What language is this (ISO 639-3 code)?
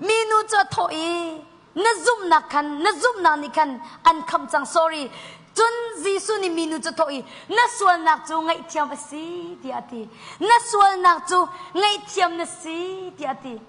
cnh